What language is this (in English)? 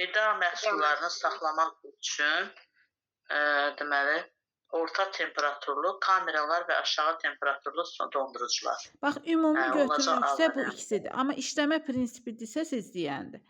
Azerbaijani